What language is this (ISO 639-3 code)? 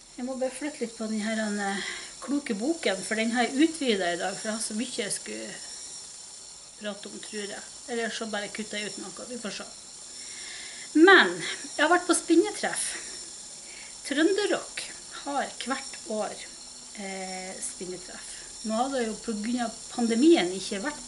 nor